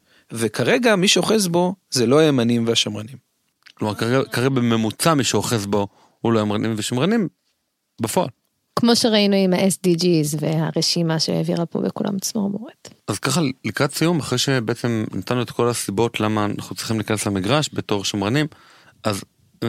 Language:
Hebrew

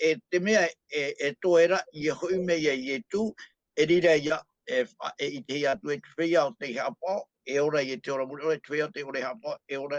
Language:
Tahitian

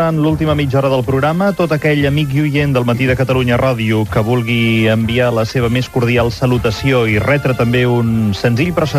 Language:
Catalan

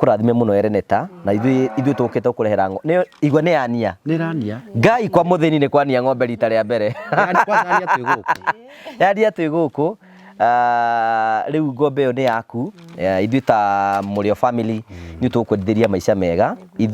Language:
Kikuyu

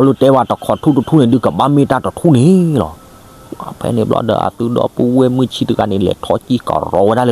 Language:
S'gaw Karen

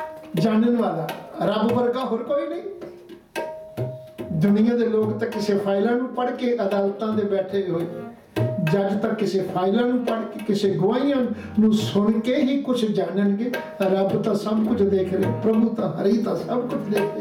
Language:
Punjabi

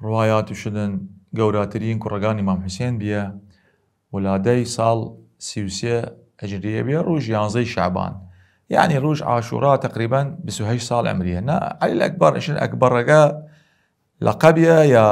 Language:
Southern Kurdish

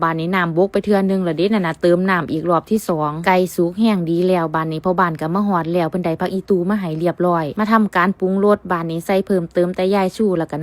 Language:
Northeastern Thai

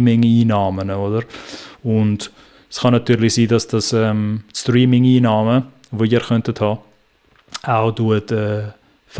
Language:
Swiss German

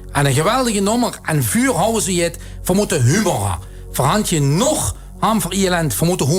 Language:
Limburgish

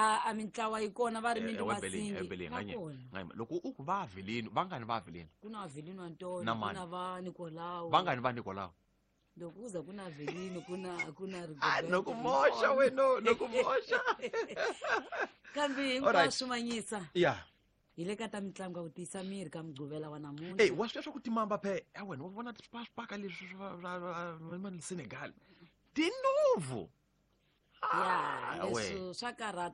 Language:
Tsonga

